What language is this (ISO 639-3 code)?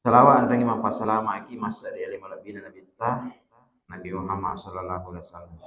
bug